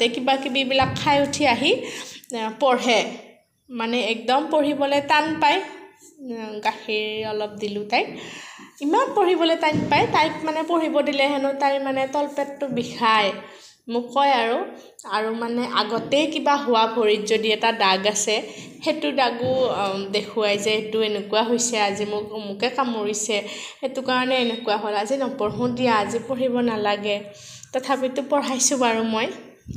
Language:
Assamese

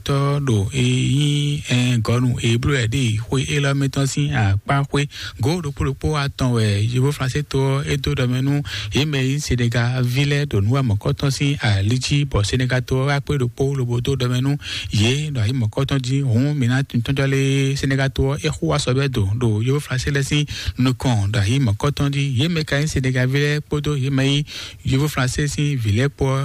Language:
Fon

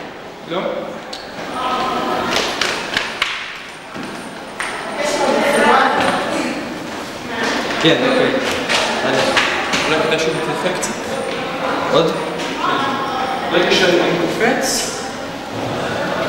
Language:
Hebrew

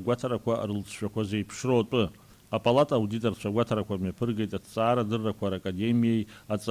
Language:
Abkhazian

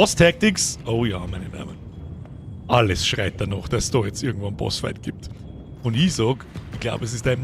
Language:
Bavarian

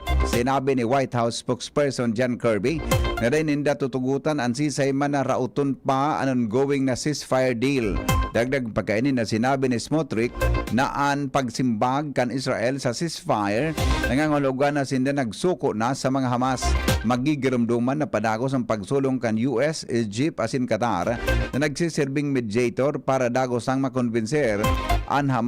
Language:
Bikol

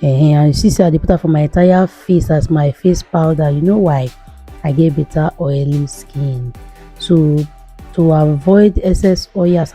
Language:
Nigerian Pidgin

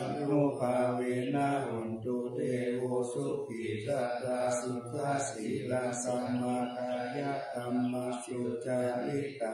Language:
Pali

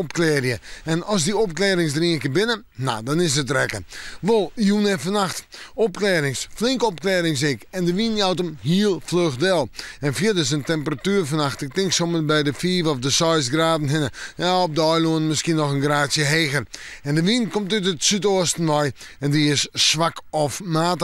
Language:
Western Frisian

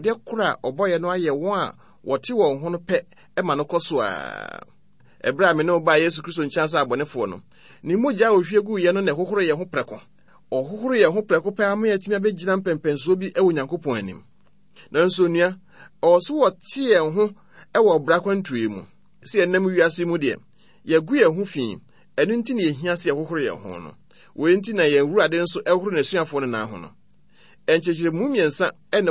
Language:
Akan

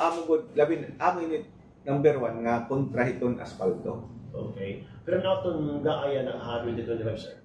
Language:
Waray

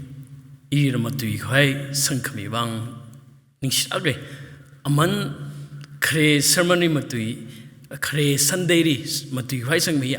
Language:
Tangkhul Naga (India)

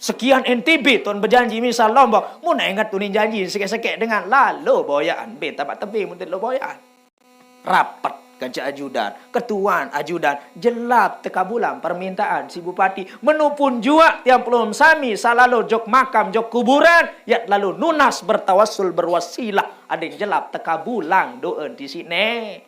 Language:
Sasak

